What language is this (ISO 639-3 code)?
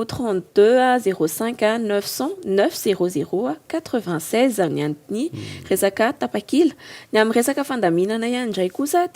mlg